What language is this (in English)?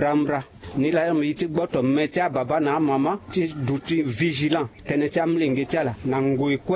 Sango